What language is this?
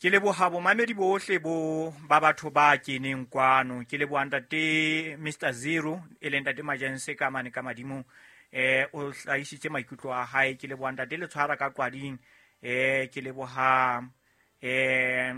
Southern Sotho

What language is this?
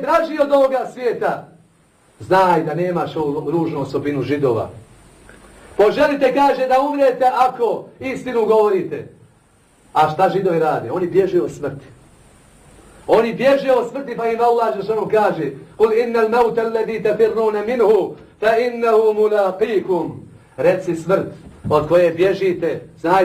Bosnian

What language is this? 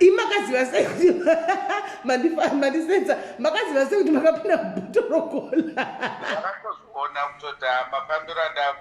Shona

